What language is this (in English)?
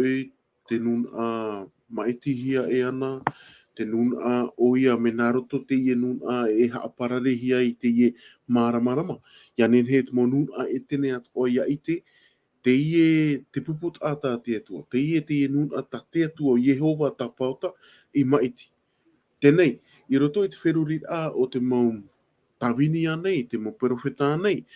Tahitian